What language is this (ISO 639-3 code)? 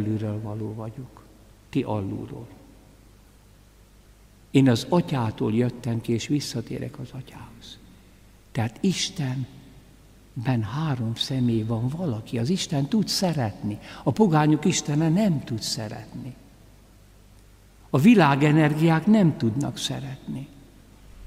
hun